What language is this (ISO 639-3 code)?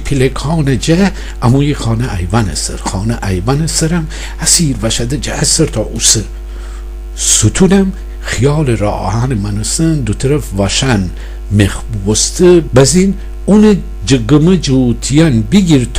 glk